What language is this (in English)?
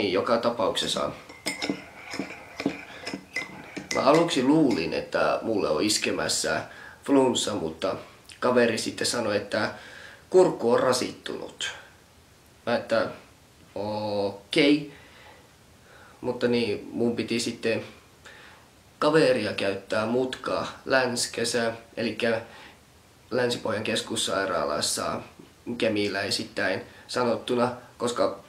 Finnish